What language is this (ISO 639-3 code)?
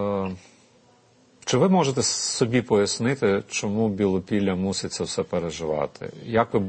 ukr